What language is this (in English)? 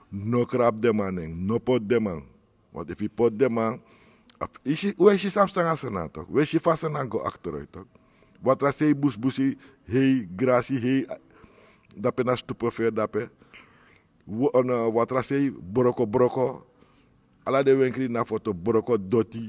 Sranan Tongo